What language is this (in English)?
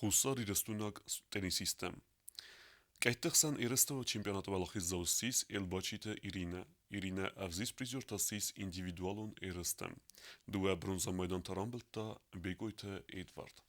Ossetic